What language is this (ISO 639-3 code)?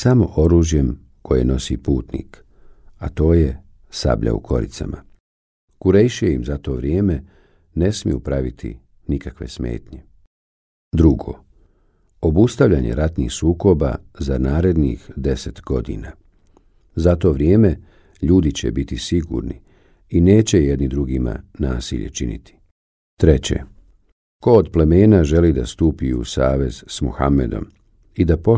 bos